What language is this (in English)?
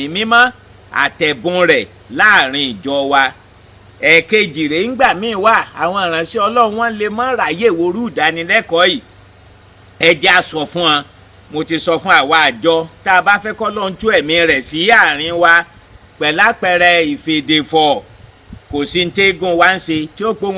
Yoruba